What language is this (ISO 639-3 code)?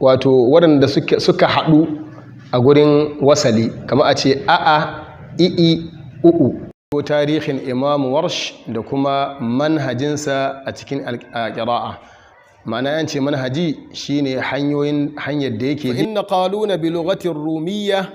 hau